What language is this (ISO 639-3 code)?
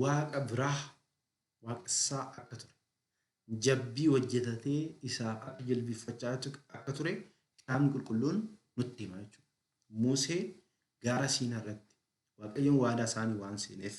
orm